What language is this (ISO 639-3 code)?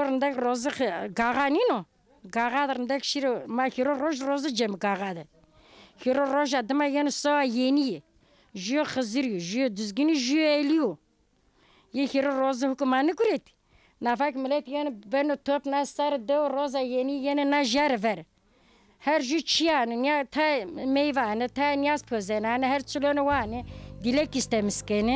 zza